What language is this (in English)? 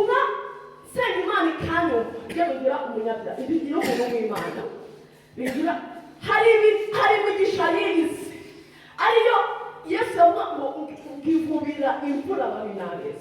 Kinyarwanda